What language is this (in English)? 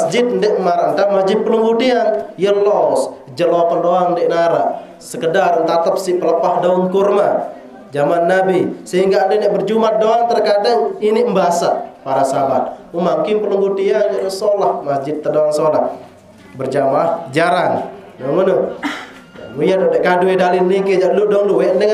Sasak